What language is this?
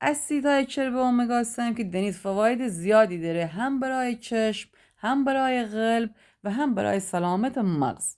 Gilaki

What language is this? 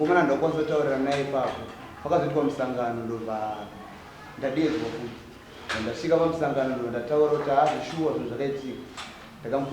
Shona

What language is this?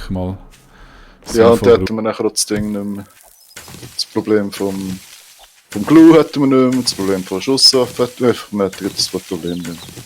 Swiss German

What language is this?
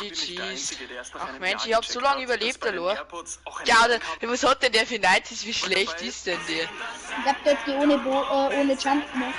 Bavarian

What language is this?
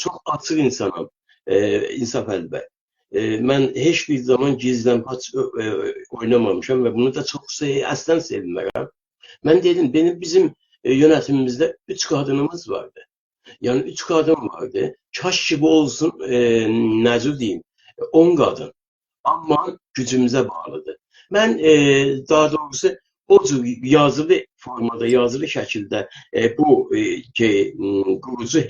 South Azerbaijani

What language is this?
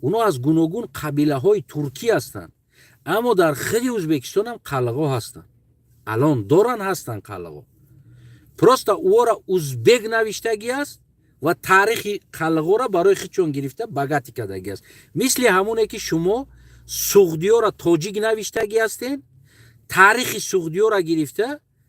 Tajik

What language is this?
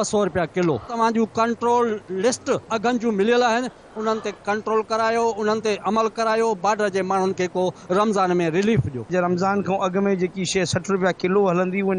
Sindhi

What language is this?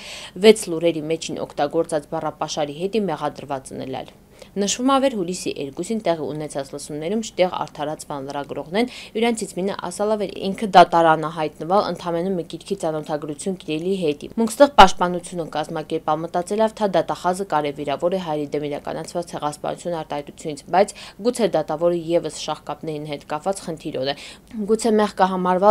Armenian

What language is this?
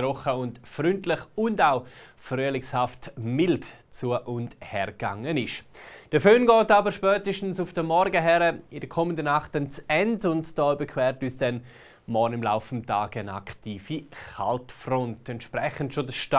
Swiss German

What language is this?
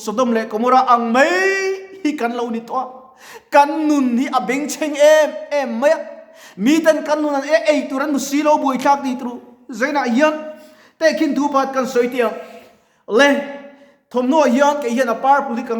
Mizo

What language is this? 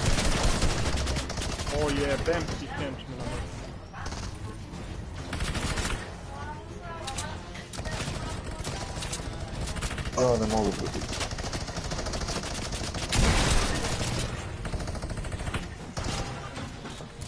Croatian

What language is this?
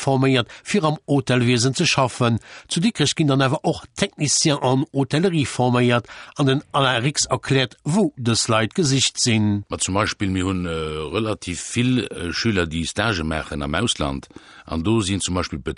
Luxembourgish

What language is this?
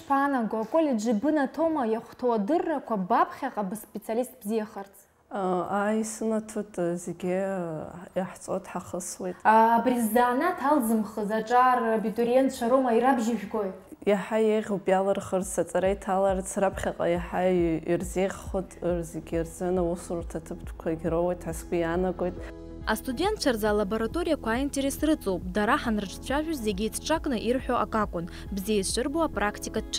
Abkhazian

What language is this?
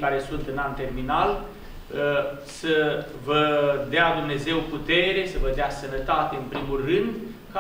Romanian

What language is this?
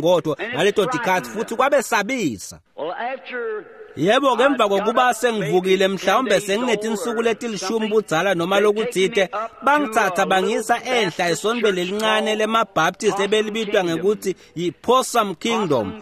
Swati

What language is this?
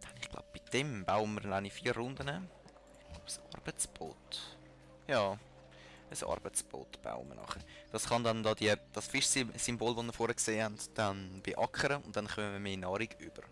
Swiss German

